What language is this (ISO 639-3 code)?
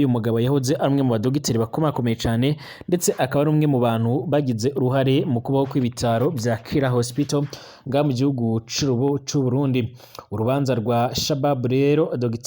run